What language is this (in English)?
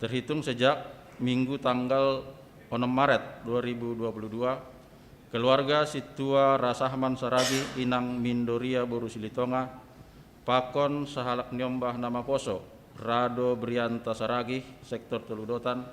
Batak Simalungun